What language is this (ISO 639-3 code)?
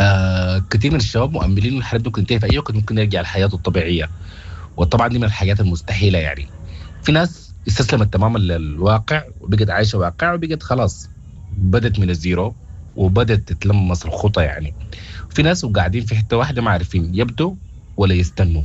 apd